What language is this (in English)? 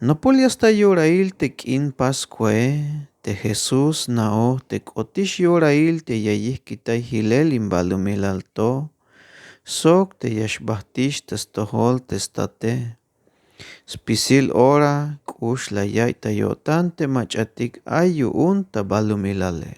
Tzeltal